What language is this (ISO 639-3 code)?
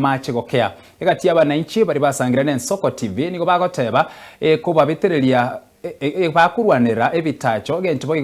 guz